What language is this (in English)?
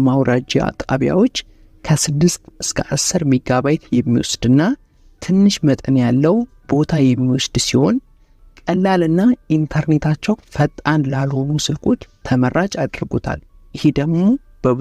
Amharic